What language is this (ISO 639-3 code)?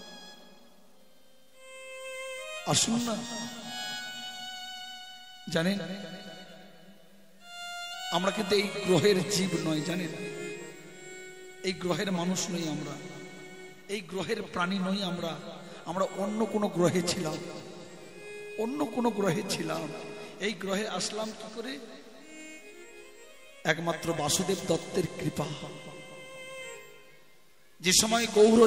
ben